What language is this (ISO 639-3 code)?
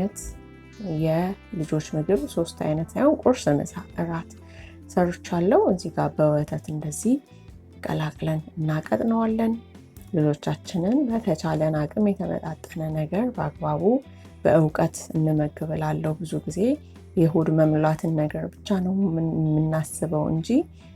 amh